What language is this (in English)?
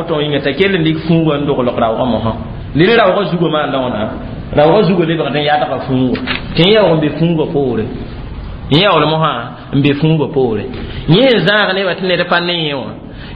Mossi